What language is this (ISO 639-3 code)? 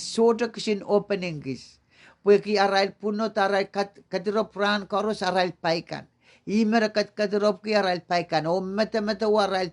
pon